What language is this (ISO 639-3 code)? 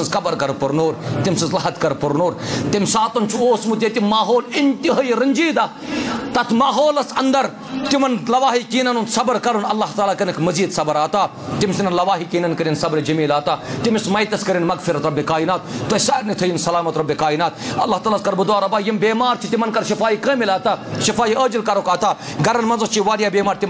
kas